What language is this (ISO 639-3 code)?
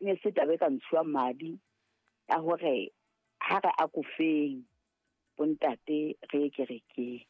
sot